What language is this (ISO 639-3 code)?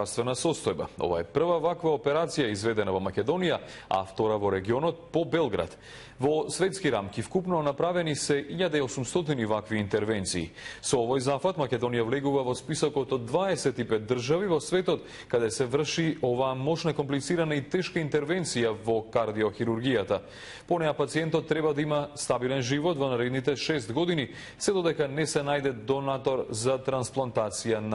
mkd